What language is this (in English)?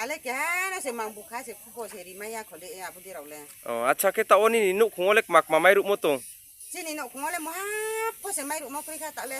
Riang (India)